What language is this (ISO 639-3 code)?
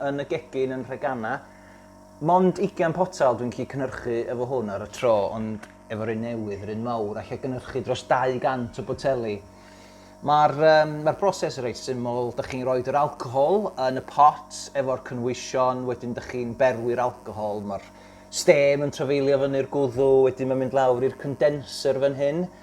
cym